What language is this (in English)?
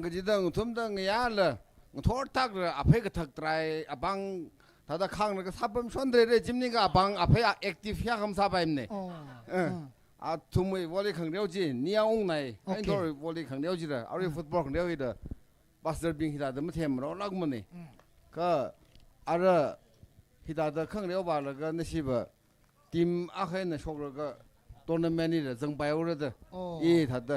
Tangkhul Naga (India)